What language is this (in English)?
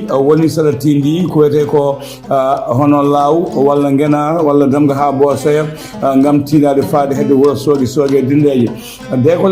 Fula